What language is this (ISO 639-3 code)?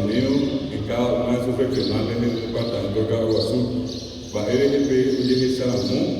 grn